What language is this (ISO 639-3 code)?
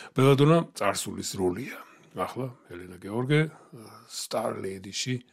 kat